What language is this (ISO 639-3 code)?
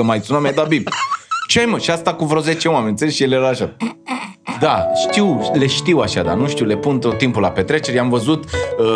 ron